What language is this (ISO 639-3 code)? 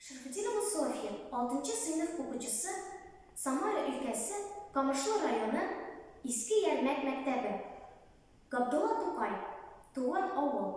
tat